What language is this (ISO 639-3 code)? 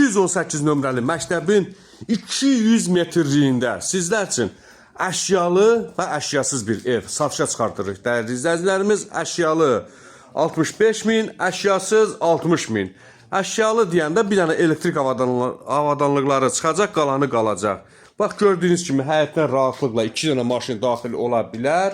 aze